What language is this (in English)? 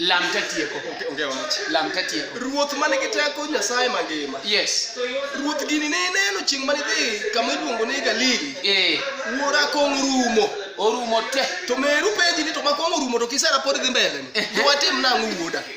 Luo (Kenya and Tanzania)